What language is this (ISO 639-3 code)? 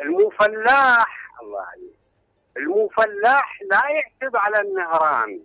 acm